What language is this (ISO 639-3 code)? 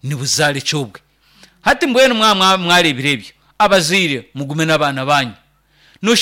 nyn